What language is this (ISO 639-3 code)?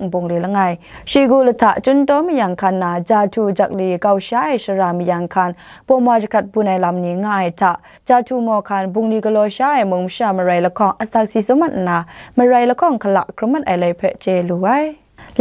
kac